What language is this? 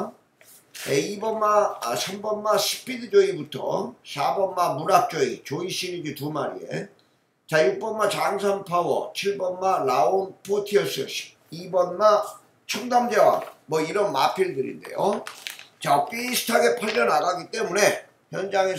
Korean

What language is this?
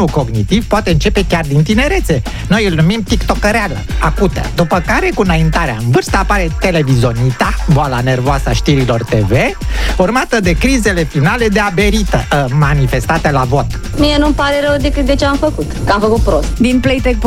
Romanian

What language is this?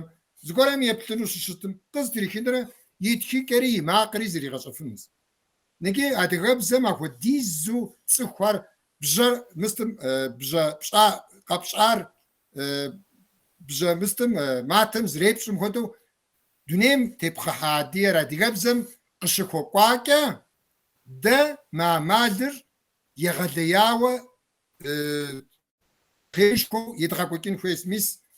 Kabardian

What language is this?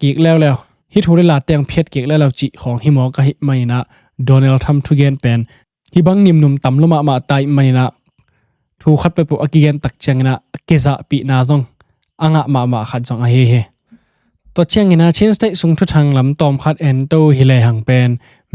Tedim Chin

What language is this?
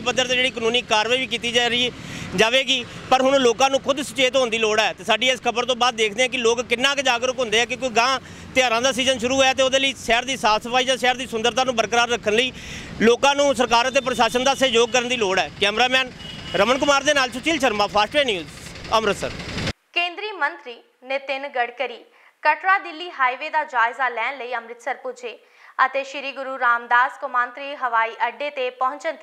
Punjabi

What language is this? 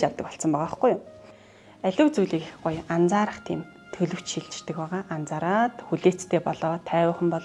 Mongolian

